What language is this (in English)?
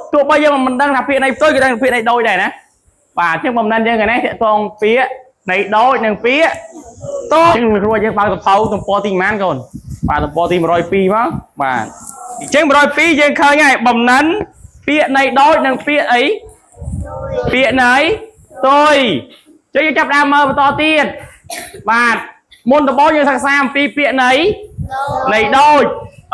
Khmer